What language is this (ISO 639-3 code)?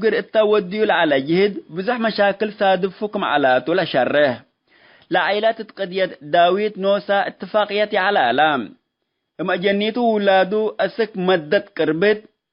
tig